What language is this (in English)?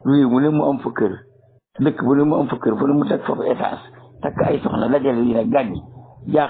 Wolof